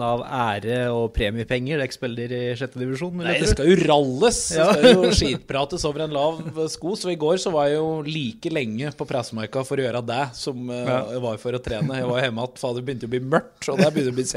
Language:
Norwegian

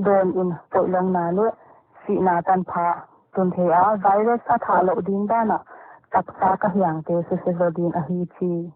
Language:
Paite Chin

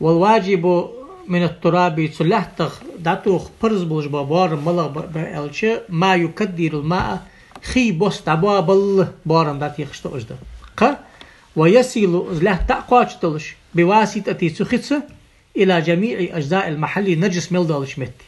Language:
Ingush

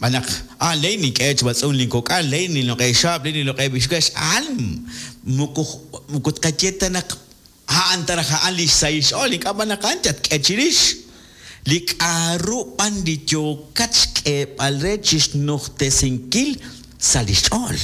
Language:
Kekchí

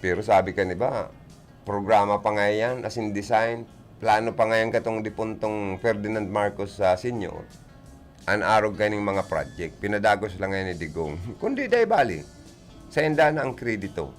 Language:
Bikol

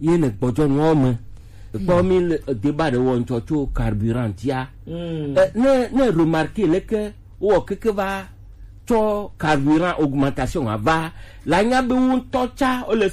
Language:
Gen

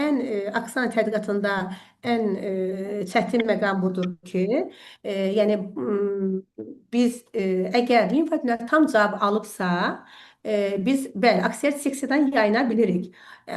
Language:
Azerbaijani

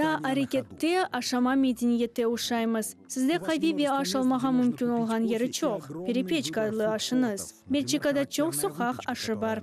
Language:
Crimean Tatar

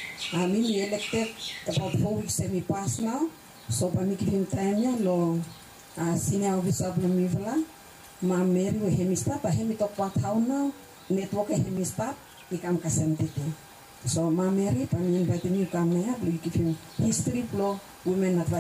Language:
Bislama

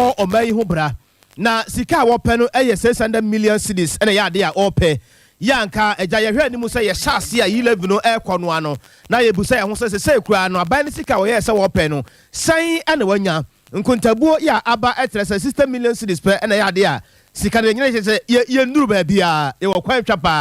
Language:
Akan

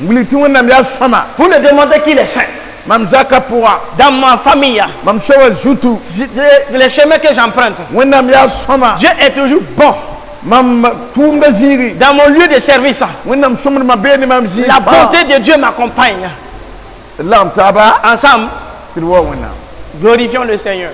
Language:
Mossi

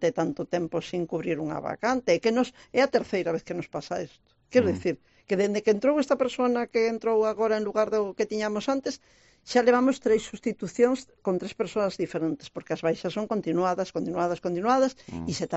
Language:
Galician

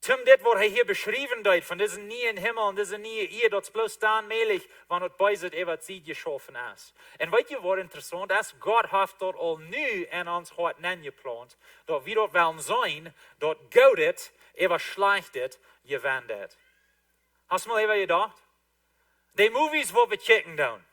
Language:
Plautdietsch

